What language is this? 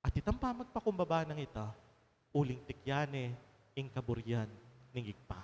Pampanga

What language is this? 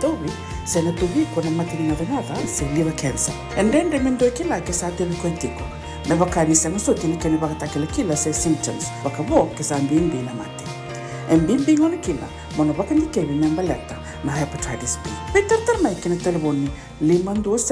Fijian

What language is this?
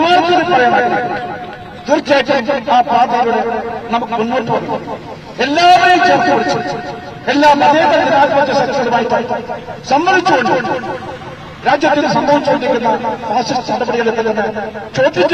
Malayalam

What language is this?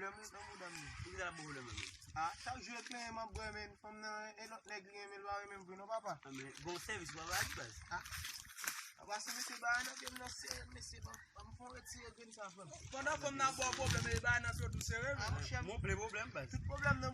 Haitian Creole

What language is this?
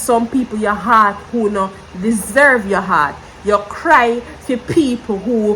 Jamaican Creole English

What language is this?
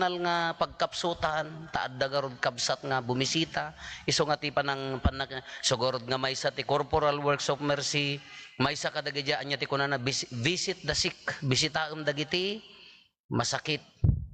Iloko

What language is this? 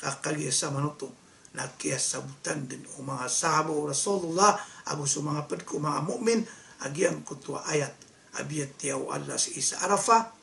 Maranao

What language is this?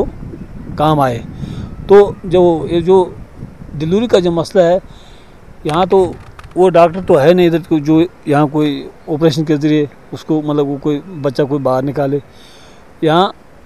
Hindi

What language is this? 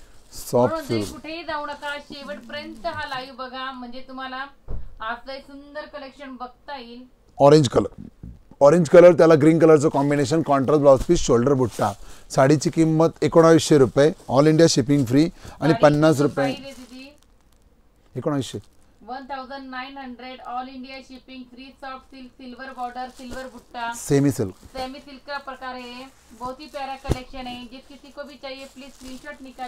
Marathi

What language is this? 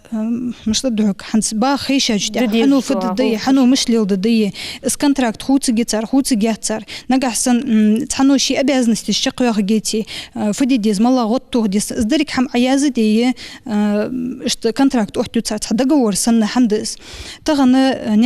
Ingush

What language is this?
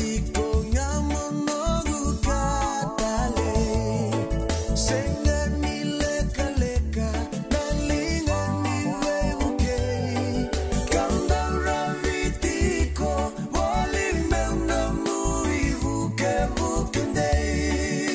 Fijian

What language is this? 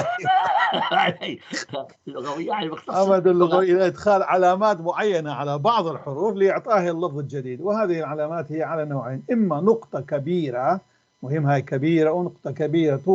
North Levantine Arabic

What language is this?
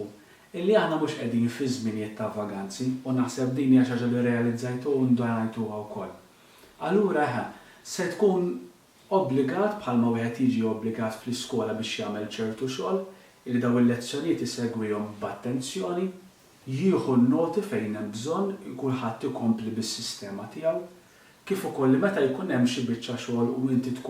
Maltese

